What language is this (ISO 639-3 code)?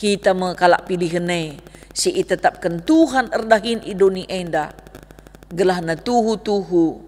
btx